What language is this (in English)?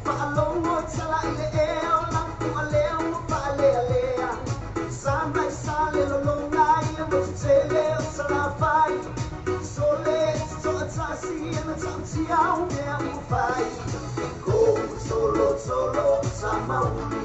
Samoan